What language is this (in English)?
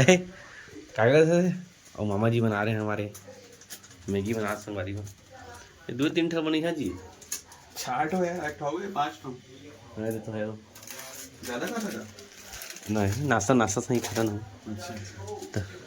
Chhattisgarhi